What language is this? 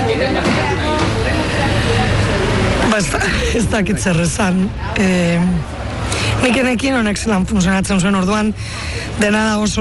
Basque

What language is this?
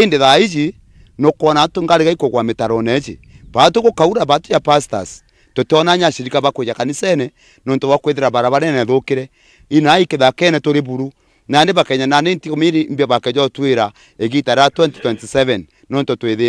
Meru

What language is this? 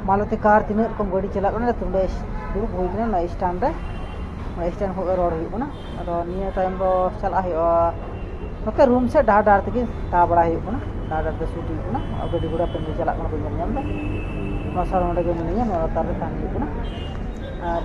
Santali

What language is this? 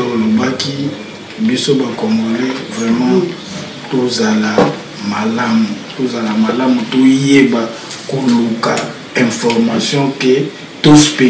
Lingala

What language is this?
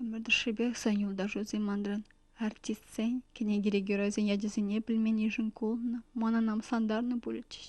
Chuvash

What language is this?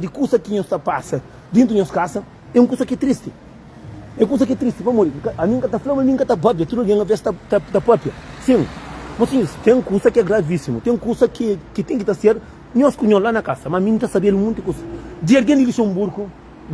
Kabuverdianu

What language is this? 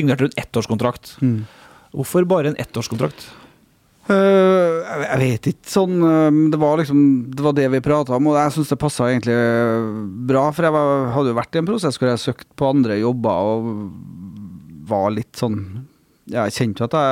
Norwegian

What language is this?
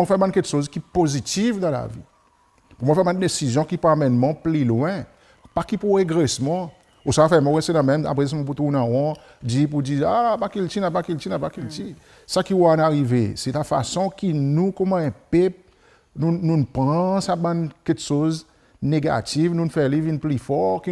Seselwa Creole French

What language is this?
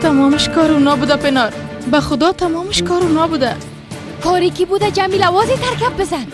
Persian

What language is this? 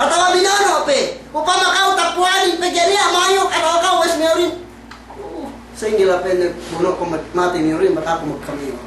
Yakan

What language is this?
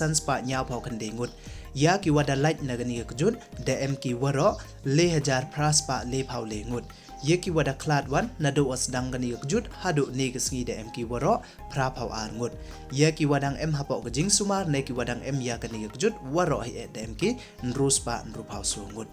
Pnar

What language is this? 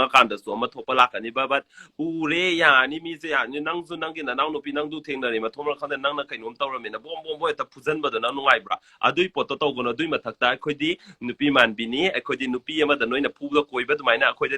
Manipuri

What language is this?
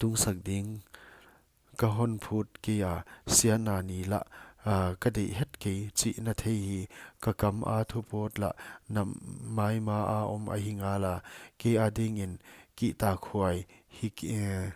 Paite Chin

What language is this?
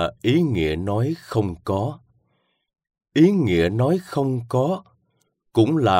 Vietnamese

